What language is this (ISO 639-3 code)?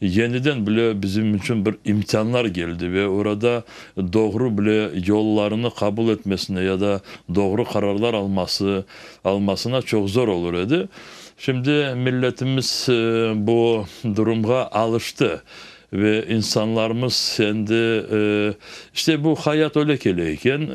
crh